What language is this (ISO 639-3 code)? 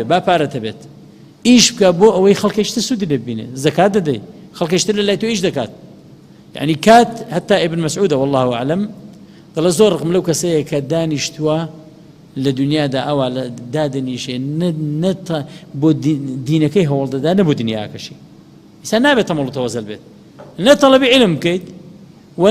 ckb